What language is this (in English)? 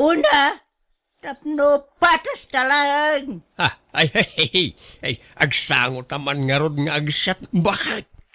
Iloko